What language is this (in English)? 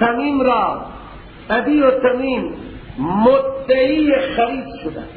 Persian